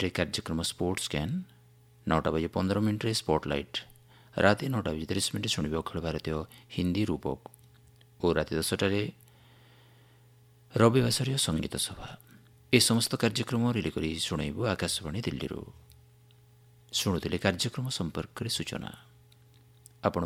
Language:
Odia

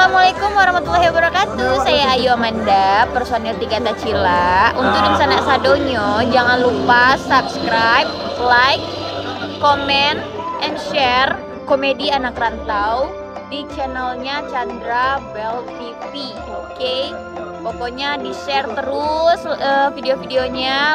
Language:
Minangkabau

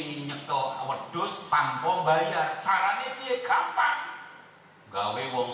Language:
Javanese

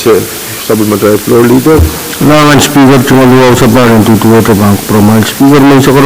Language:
Pohnpeian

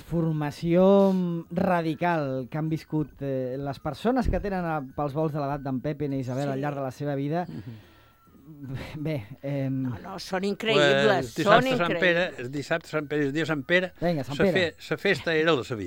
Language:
Catalan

